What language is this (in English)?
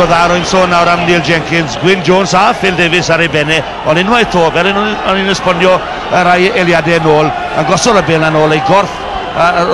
Welsh